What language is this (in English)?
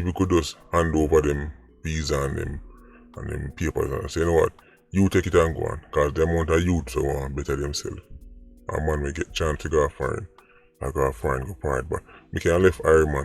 Jamaican Creole English